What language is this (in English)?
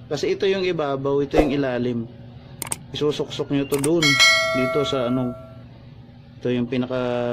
Filipino